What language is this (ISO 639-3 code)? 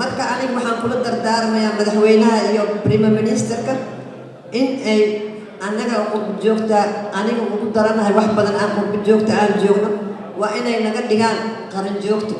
som